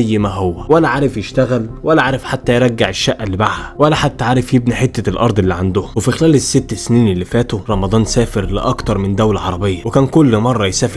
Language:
Egyptian Arabic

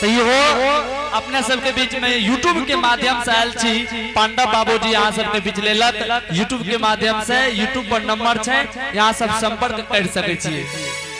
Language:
Angika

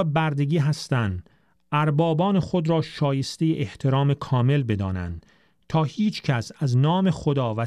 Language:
Persian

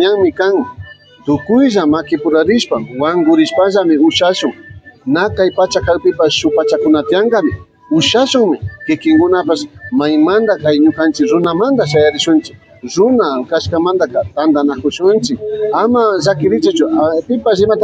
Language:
Imbabura Highland Quichua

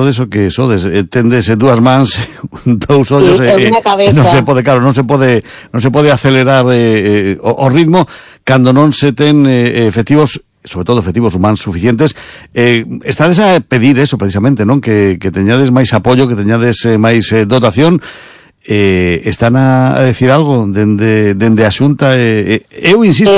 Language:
Galician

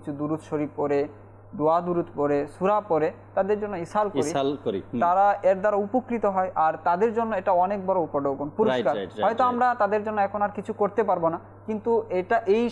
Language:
Bangla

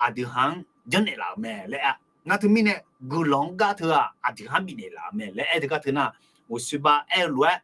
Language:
Akha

